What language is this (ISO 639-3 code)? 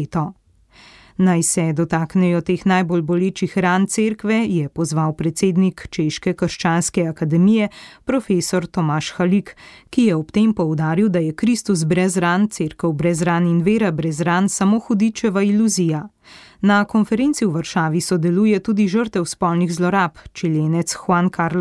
slv